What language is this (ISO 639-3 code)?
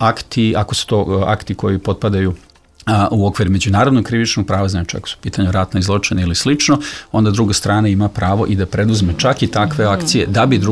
srp